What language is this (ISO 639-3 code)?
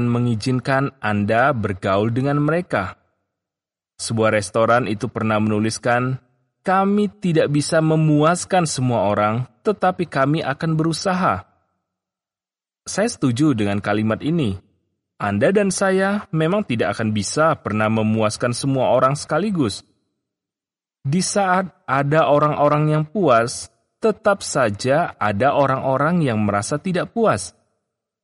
ind